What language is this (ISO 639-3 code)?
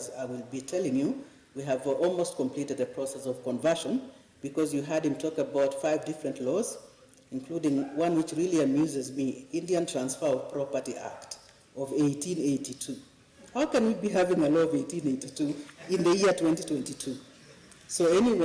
kam